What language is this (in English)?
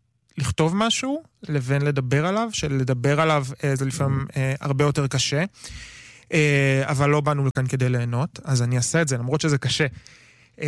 Hebrew